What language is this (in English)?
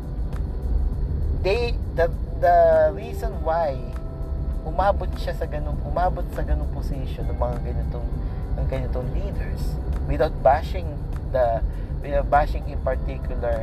Filipino